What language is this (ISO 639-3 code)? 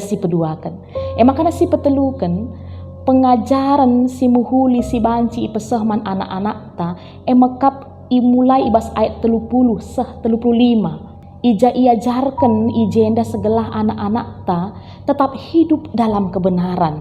btx